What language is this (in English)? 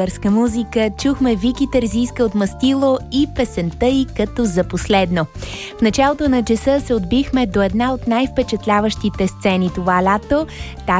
Bulgarian